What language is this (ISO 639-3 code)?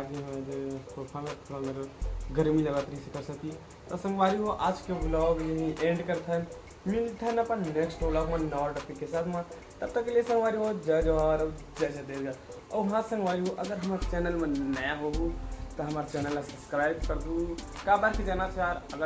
hne